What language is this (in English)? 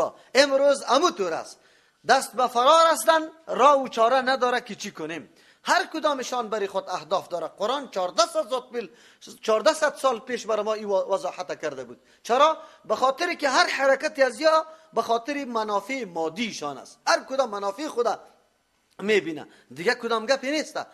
Persian